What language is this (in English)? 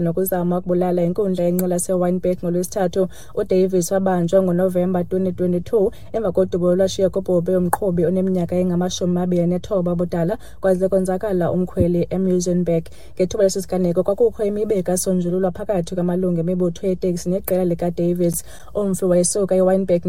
Xhosa